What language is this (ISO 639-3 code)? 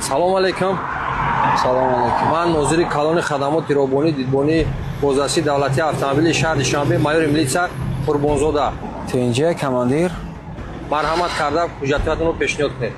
tgk